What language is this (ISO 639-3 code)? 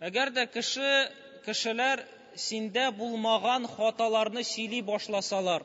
tat